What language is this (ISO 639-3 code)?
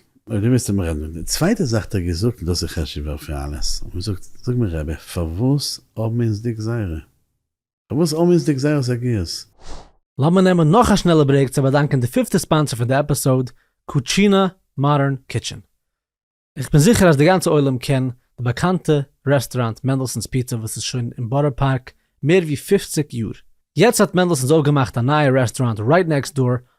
yid